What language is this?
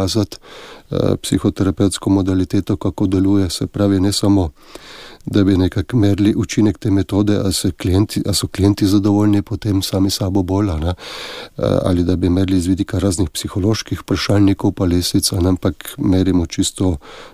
Slovenian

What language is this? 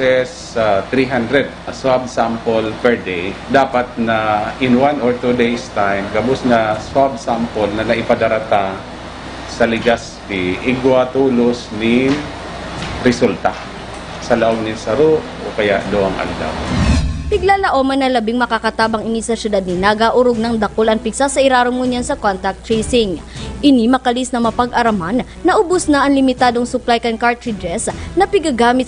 Bikol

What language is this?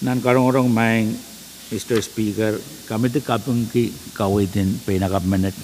Pohnpeian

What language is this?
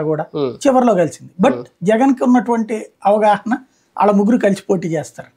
Telugu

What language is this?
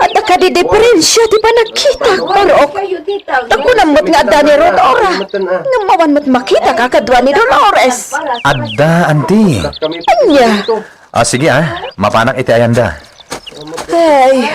Iloko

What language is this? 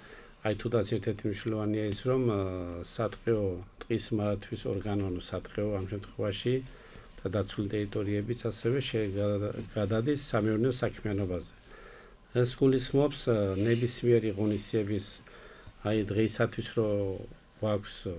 Georgian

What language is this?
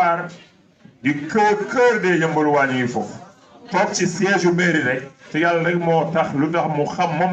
Wolof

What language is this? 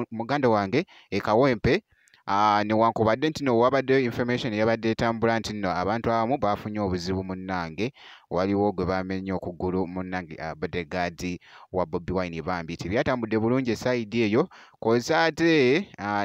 Ganda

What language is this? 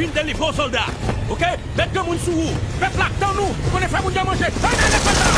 Haitian Creole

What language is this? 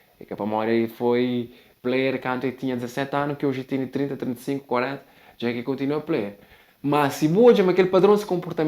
Kabuverdianu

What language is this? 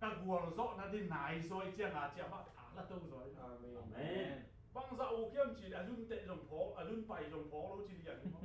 Tedim Chin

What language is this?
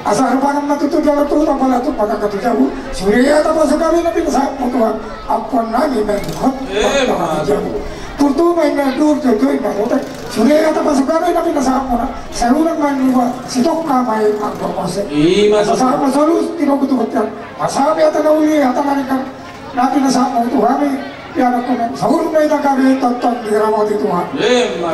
Batak Toba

